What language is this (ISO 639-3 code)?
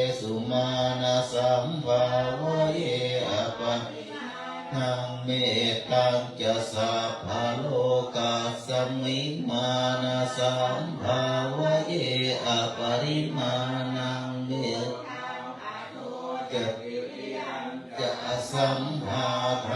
pli